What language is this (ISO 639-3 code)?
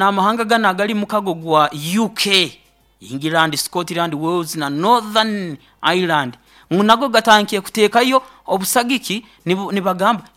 nyo